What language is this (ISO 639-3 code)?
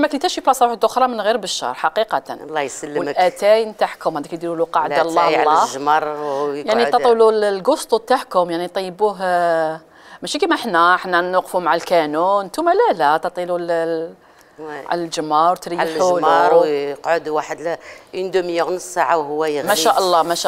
arq